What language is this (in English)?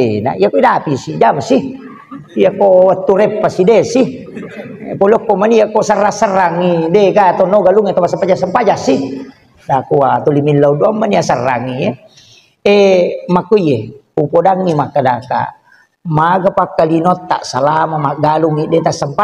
Buginese